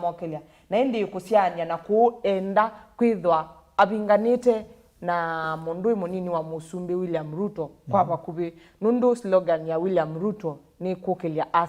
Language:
Kamba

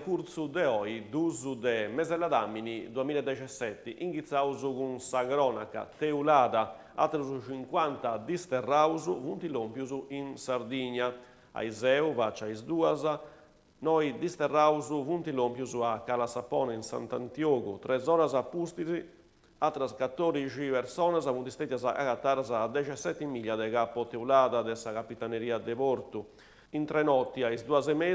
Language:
Sardinian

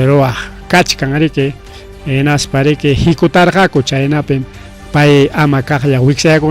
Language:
Ayacucho Quechua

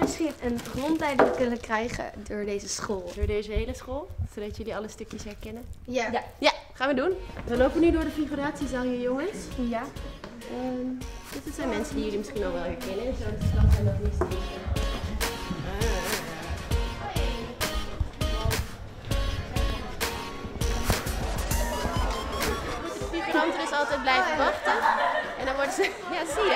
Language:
Dutch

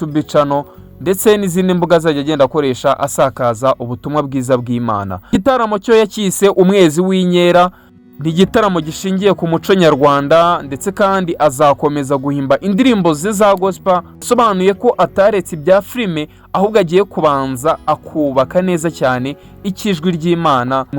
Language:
Kinyarwanda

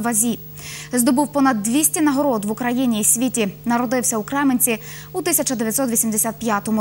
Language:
Ukrainian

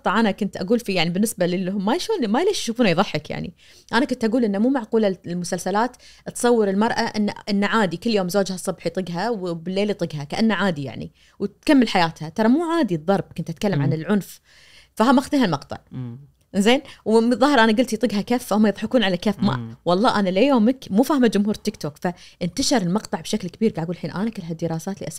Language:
Najdi Arabic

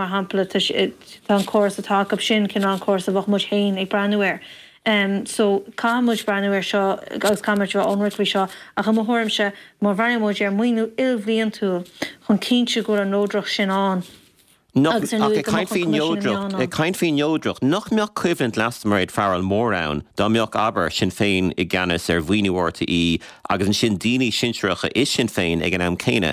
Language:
Irish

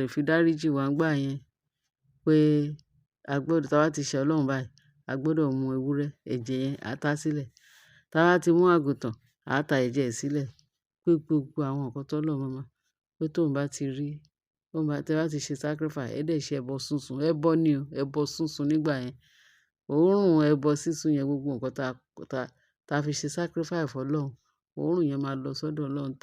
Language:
Yoruba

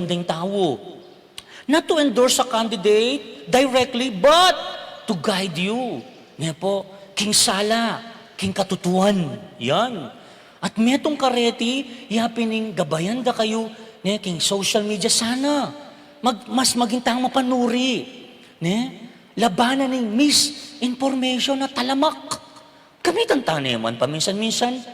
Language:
Pampanga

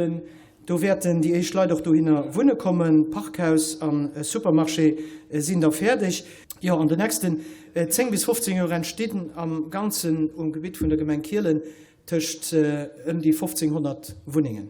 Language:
Luxembourgish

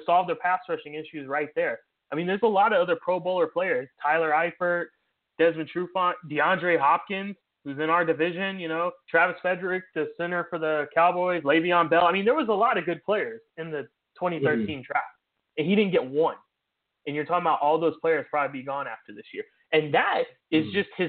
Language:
English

